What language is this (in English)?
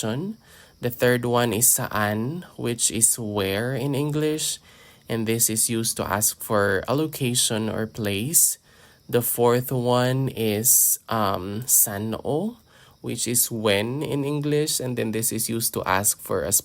Hiligaynon